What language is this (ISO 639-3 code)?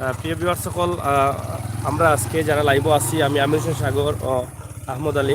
syl